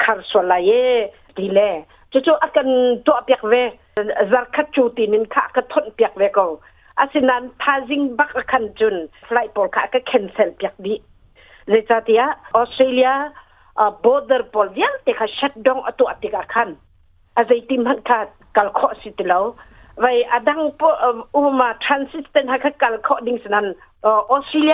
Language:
Hakha Chin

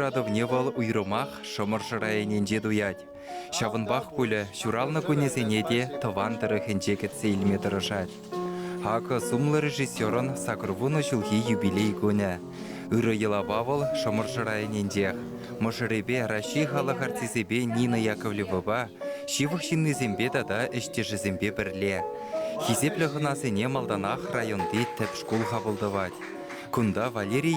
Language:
Chuvash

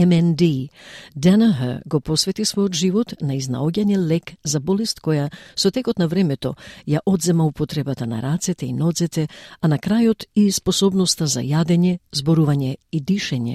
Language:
Macedonian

